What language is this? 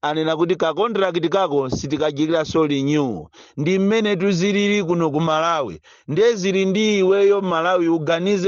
Nyanja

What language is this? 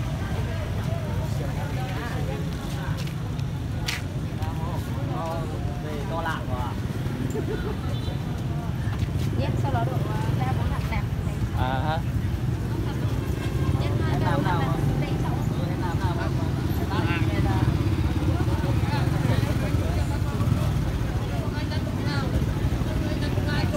Vietnamese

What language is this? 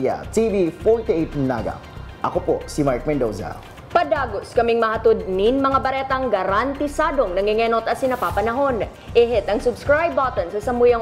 Bikol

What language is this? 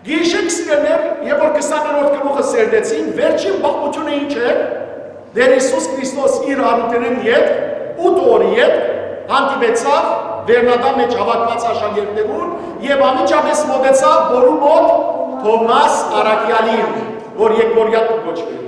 Western Armenian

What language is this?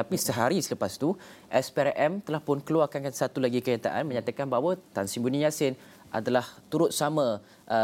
Malay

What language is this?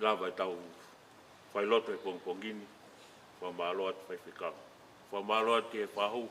Tongan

